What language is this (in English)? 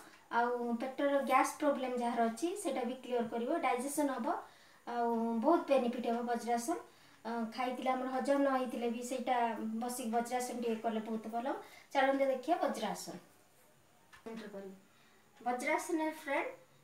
Odia